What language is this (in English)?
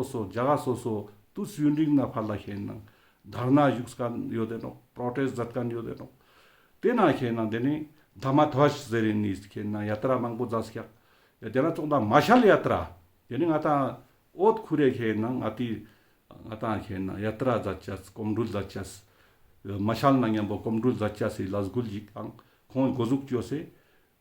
Ladakhi